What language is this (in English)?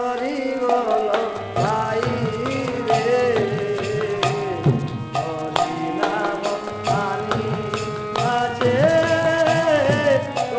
Odia